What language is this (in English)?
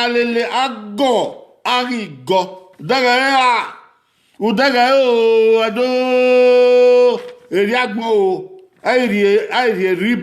Bini